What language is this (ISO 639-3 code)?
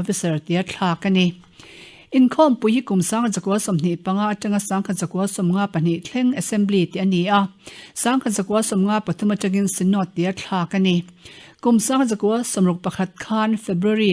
lus